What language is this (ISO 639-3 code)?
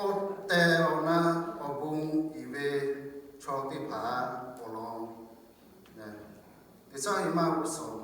lhu